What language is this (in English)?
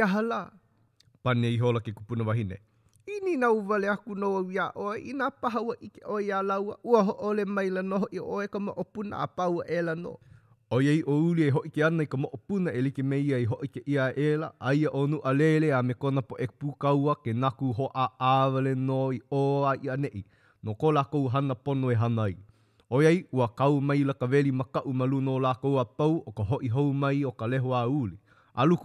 Hawaiian